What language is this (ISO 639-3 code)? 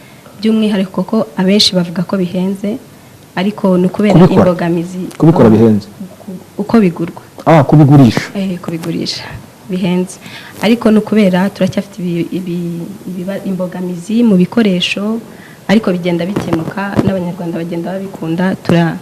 kin